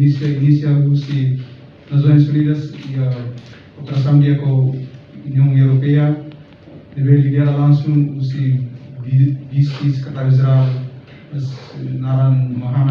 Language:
Tetum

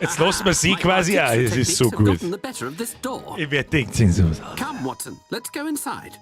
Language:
Bavarian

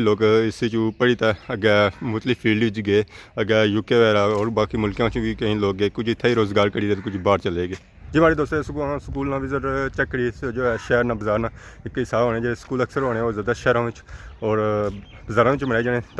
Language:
Pahari-Potwari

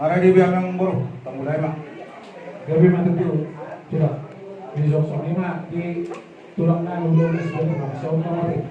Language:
Batak Toba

